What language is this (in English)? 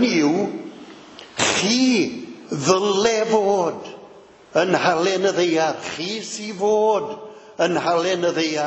Welsh